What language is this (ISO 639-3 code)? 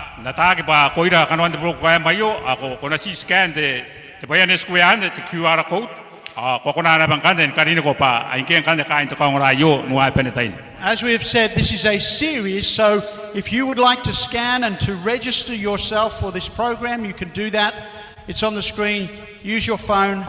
gil